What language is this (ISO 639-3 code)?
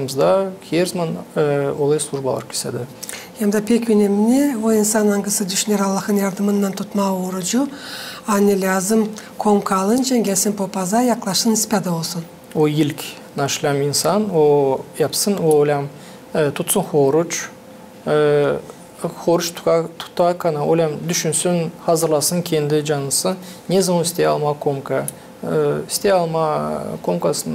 gag